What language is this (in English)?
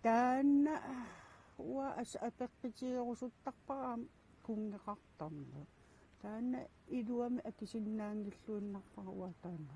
Kalaallisut